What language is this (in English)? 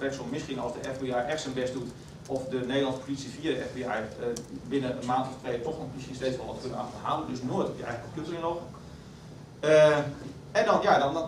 Dutch